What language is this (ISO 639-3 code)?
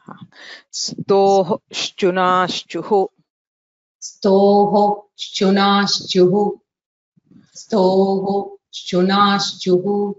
san